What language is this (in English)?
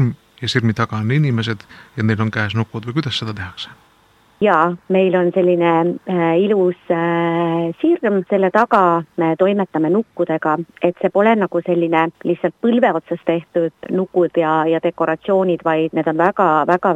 Estonian